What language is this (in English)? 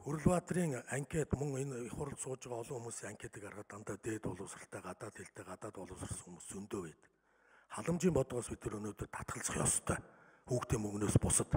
Mongolian